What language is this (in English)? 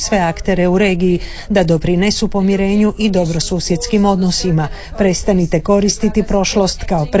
Croatian